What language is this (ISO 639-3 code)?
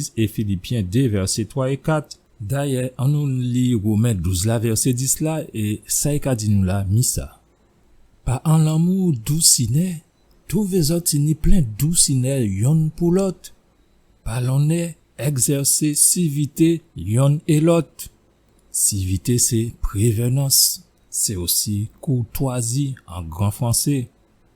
gcf